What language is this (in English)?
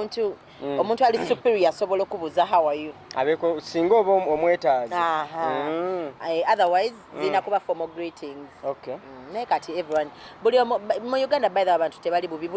Ganda